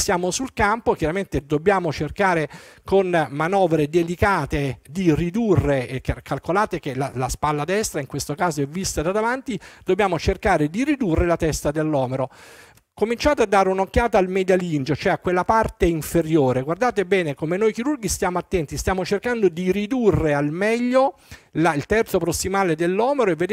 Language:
Italian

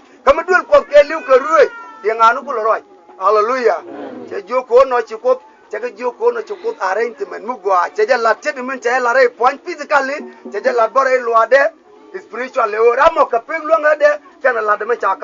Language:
Nuer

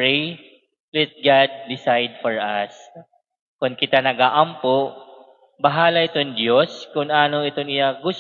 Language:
Waray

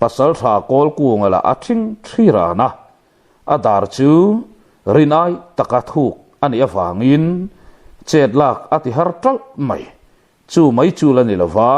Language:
Mizo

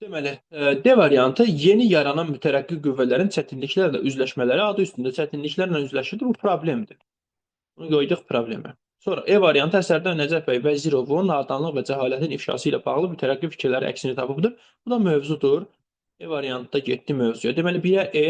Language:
Azerbaijani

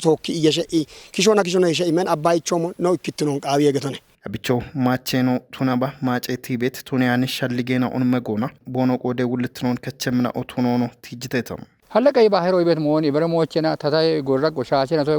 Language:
Kafa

